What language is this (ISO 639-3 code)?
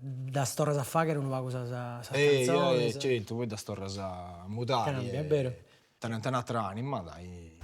srd